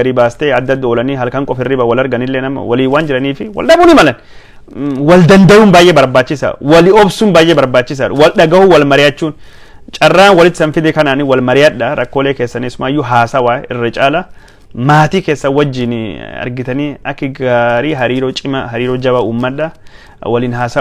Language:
Oromo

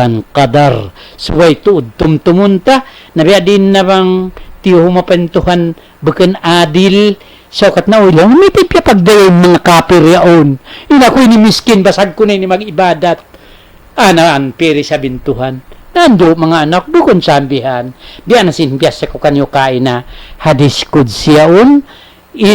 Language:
Tausug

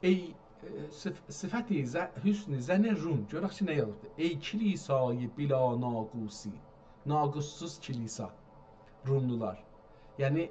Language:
South Azerbaijani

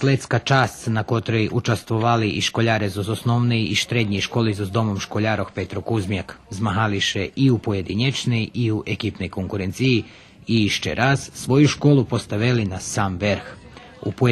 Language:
Rusyn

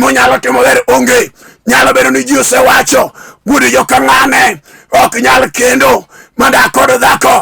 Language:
Luo (Kenya and Tanzania)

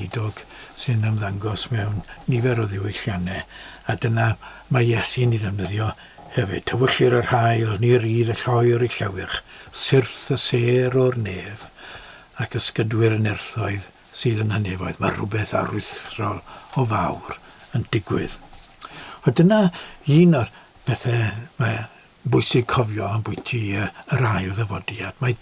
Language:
Welsh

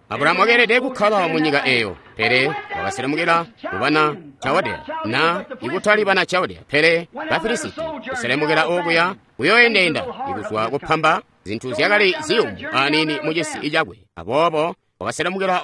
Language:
Tonga (Zambia)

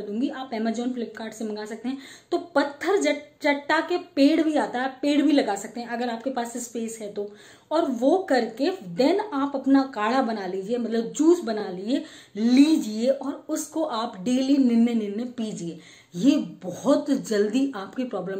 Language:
Hindi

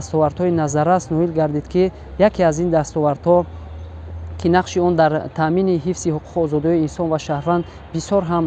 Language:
Tajik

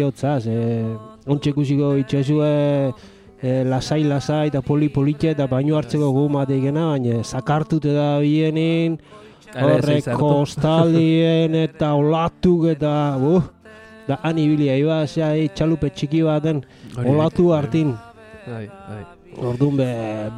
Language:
Basque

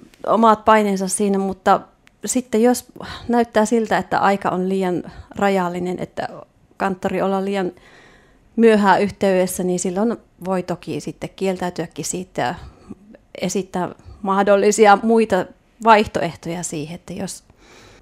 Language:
Finnish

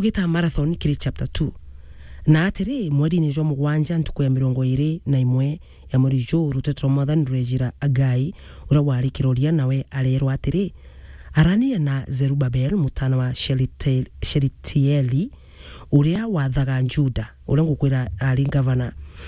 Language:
Meru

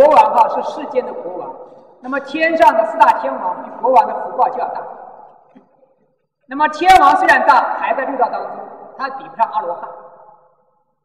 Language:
Chinese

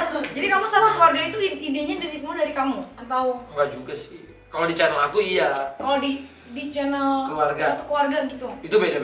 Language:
Indonesian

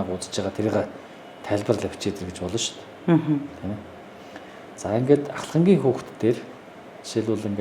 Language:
Mongolian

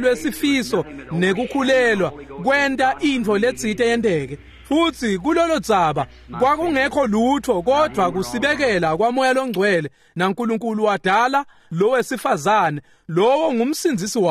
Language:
Swati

